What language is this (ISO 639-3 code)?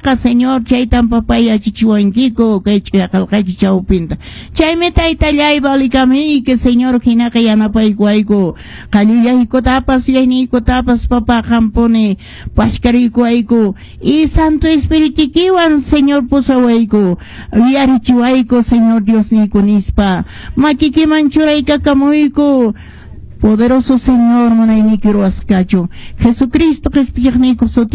que